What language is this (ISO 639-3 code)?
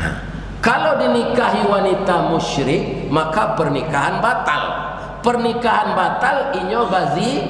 min